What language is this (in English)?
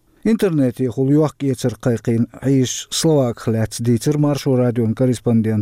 Chechen